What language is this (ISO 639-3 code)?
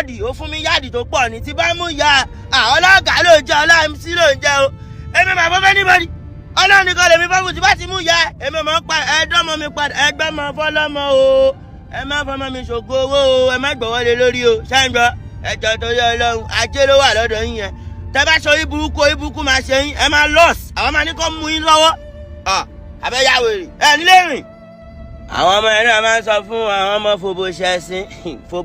yor